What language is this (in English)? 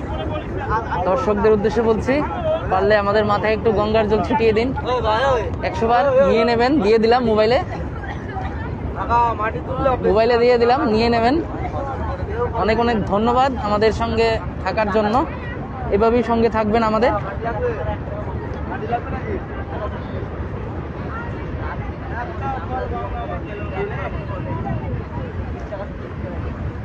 Bangla